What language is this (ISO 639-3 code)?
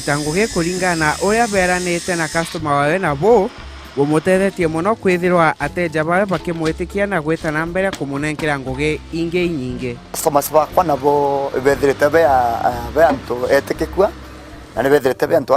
mer